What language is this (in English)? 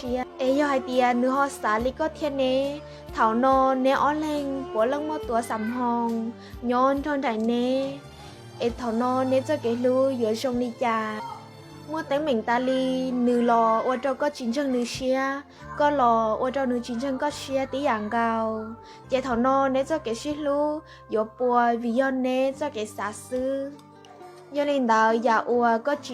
Hmong